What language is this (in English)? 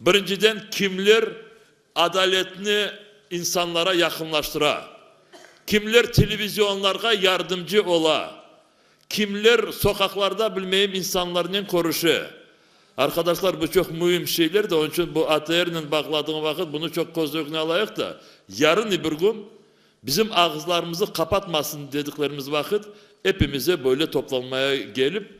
Crimean Tatar